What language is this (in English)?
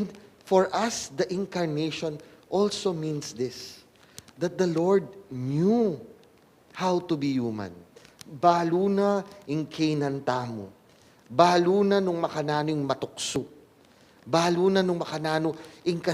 Pampanga